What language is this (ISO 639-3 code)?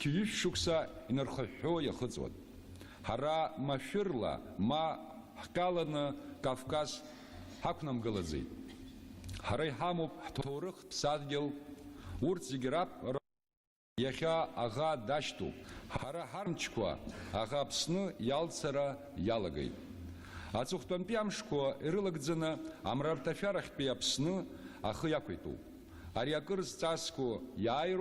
abk